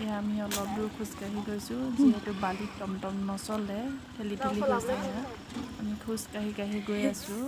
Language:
Assamese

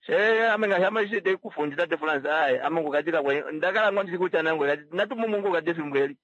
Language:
Kuanyama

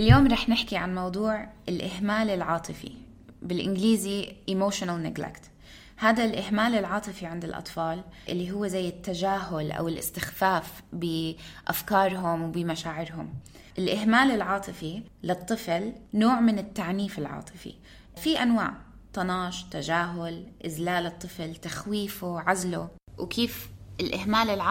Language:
North Levantine Arabic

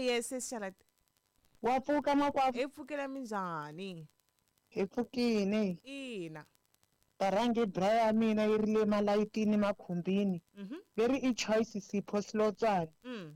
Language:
Tsonga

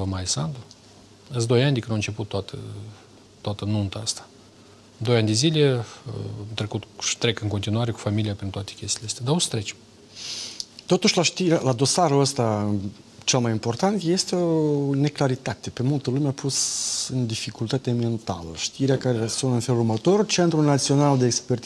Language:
Romanian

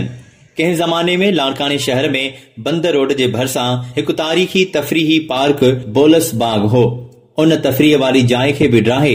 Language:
Sindhi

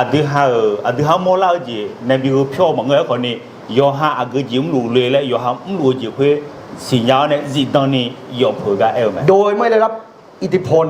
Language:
Akha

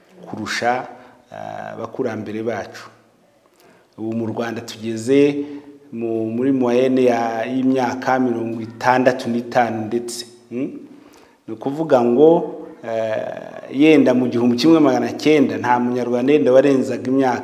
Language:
Kinyarwanda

